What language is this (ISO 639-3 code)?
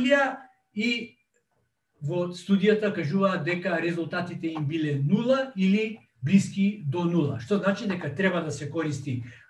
mkd